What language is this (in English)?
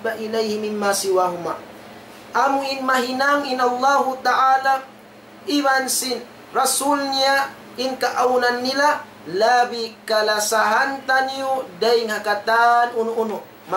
Tausug